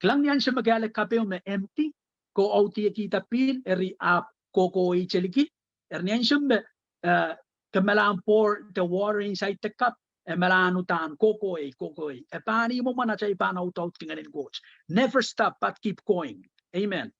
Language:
Pohnpeian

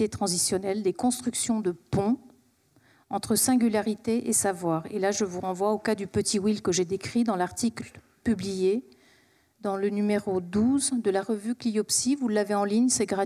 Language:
French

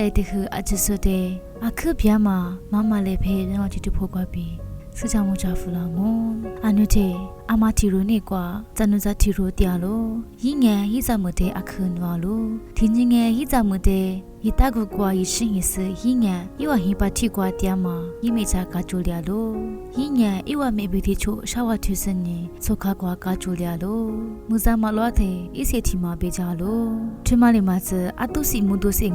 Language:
Lisu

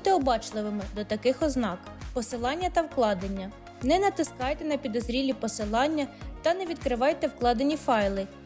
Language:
Ukrainian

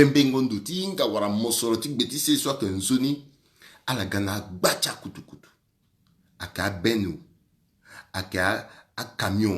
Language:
Sango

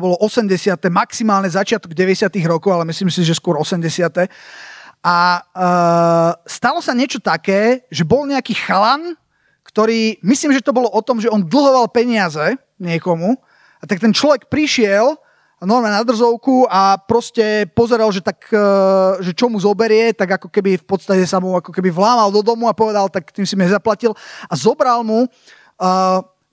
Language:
Slovak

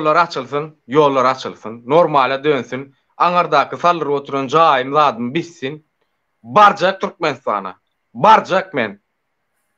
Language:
Turkmen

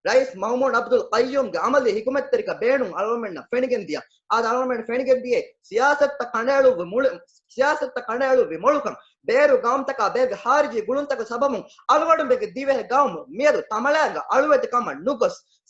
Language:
Divehi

